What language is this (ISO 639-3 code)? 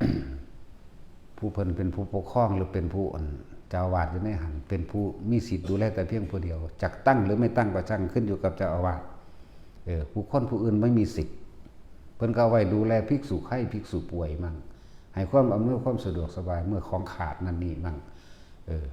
lao